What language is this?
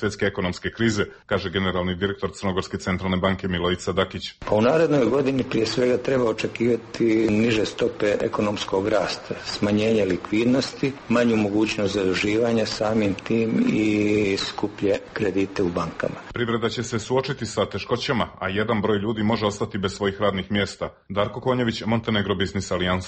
Serbian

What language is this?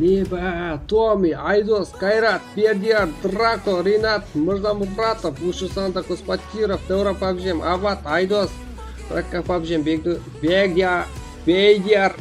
Kara-Kalpak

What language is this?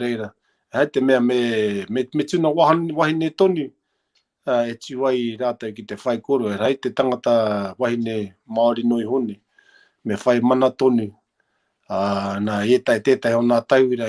Māori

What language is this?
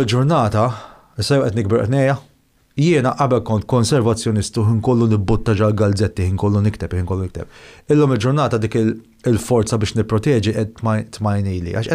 Maltese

